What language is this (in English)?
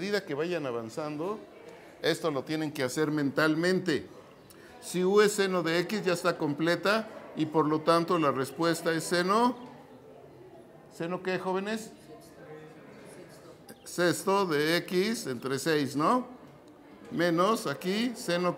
Spanish